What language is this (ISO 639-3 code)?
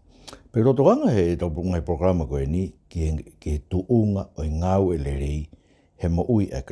ton